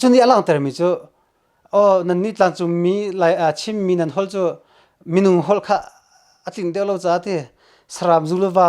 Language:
Hakha Chin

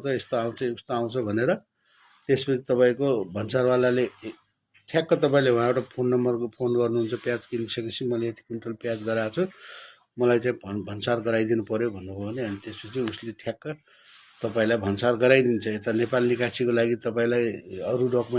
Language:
Nepali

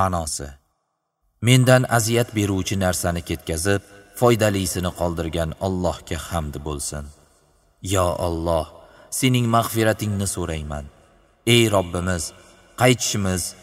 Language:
Uzbek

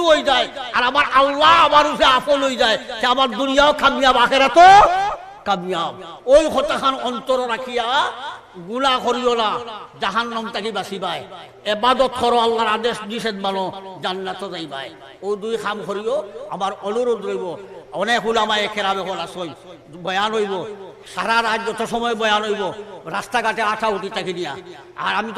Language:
Sylheti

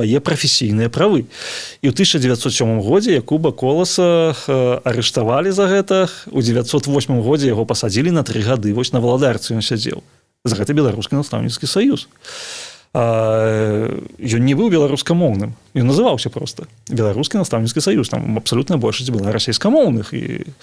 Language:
Belarusian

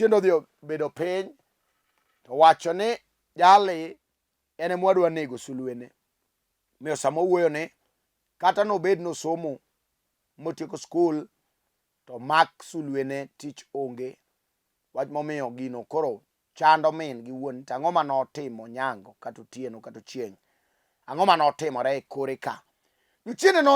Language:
Luo (Kenya and Tanzania)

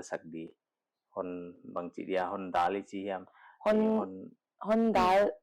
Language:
Paite Chin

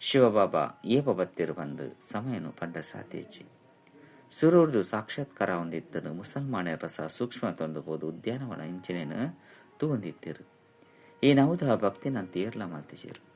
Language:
Tulu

